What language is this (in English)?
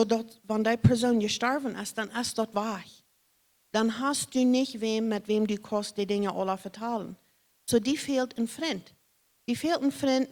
Plautdietsch